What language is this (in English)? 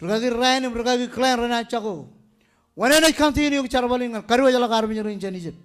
Marshallese